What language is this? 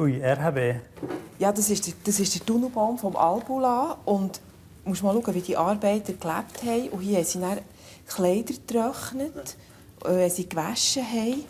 Romansh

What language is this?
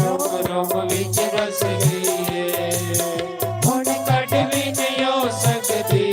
Dogri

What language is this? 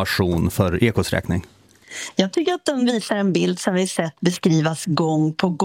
Swedish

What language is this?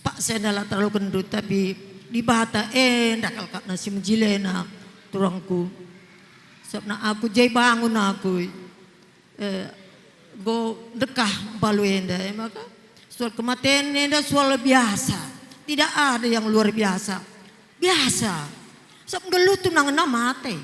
Batak Karo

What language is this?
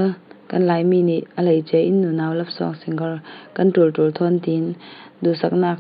Falam Chin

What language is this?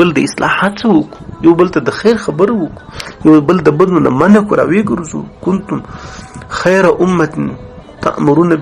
Pashto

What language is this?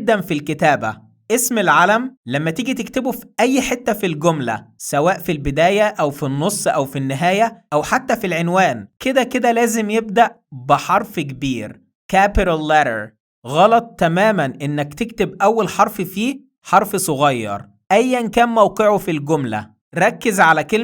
Egyptian Arabic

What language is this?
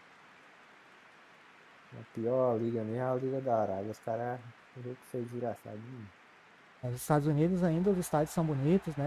Portuguese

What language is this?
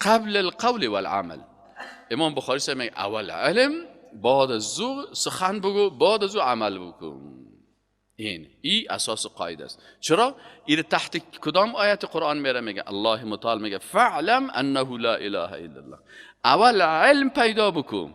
Persian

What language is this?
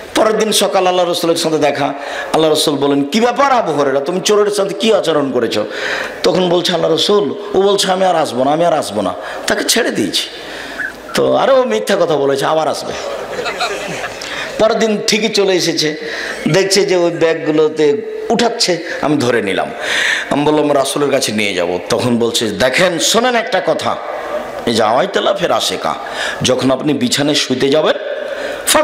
Bangla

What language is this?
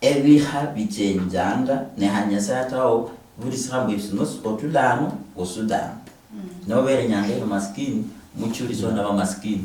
Luyia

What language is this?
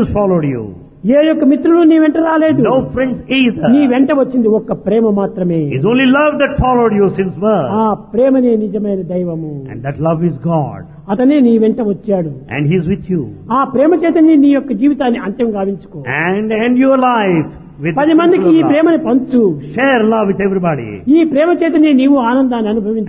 Telugu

